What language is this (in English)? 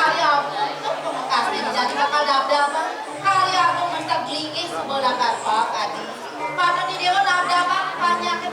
Balinese